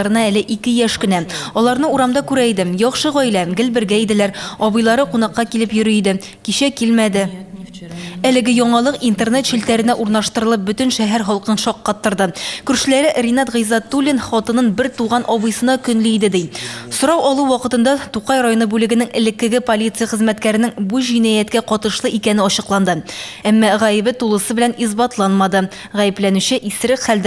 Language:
Tatar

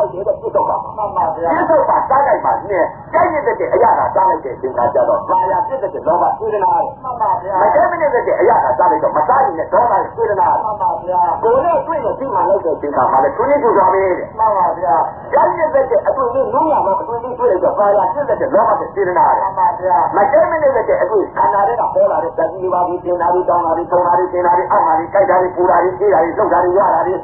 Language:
Burmese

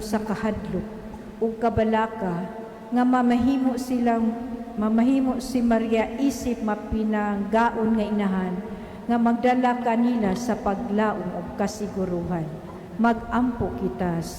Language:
Cebuano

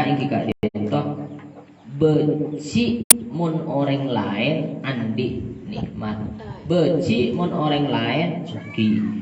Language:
Madurese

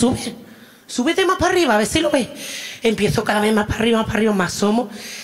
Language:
Spanish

